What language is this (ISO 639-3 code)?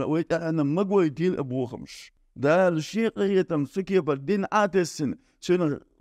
che